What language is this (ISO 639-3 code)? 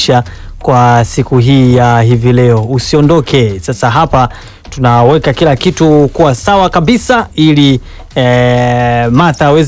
swa